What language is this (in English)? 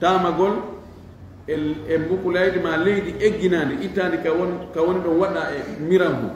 Fula